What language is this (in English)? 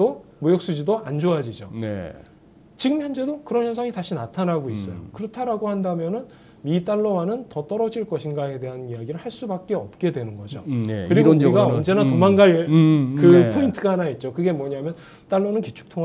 Korean